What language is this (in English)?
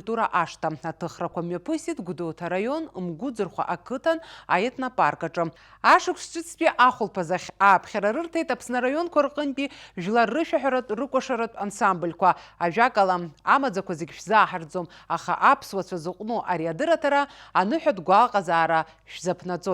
Abkhazian